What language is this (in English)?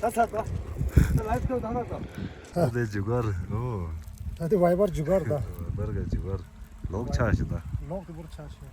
Tibetan